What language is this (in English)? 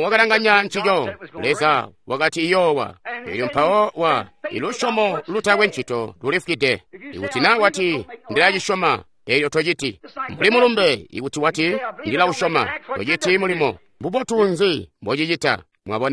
Tonga (Zambia)